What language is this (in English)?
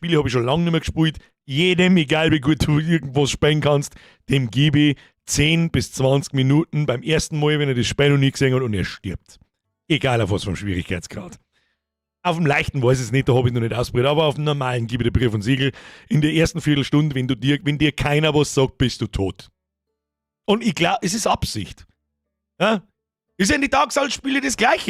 Bavarian